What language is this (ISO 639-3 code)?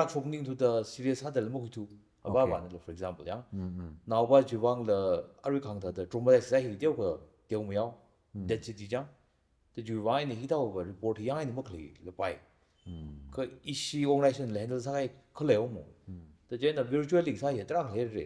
nmf